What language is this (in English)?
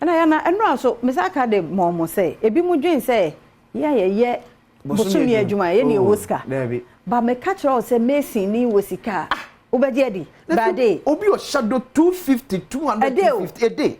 Akan